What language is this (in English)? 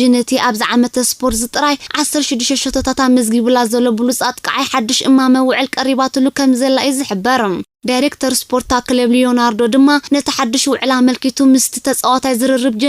Tigrinya